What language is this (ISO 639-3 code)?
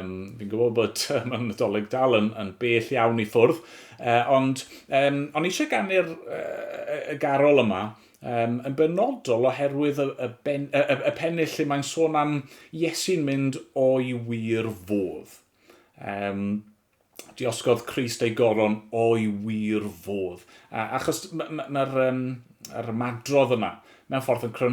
cym